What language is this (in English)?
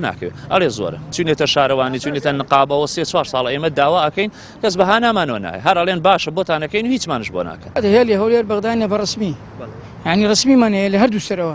Central Kurdish